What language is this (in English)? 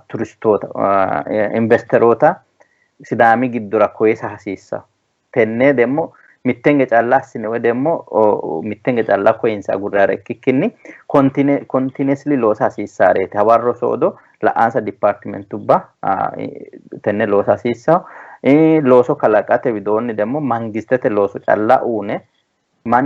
Sidamo